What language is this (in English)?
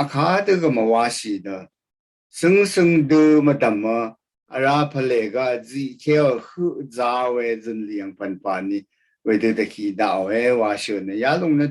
Rawang